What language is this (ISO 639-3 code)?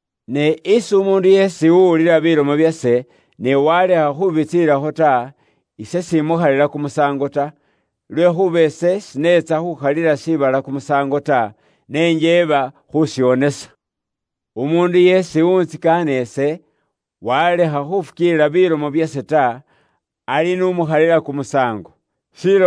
luy